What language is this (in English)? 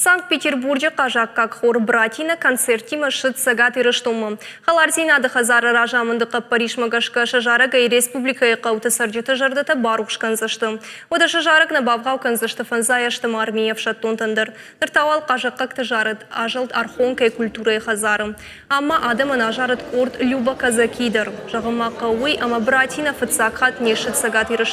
Ossetic